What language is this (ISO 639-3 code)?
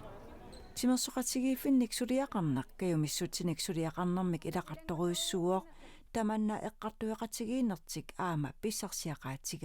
kal